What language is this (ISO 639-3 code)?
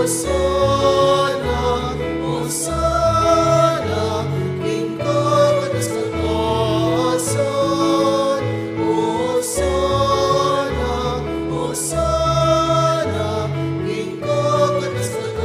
pam